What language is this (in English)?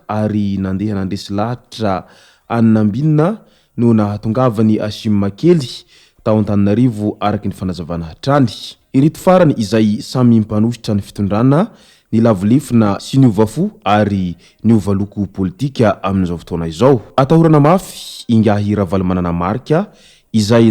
Malagasy